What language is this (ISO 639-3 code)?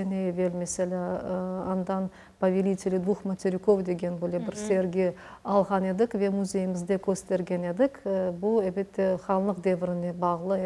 crh